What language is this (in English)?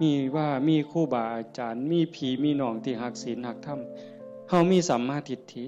Northeastern Thai